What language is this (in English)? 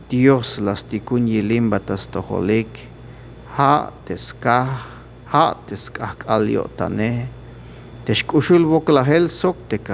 Tzeltal